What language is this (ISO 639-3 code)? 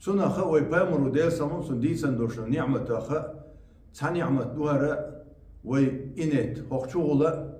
che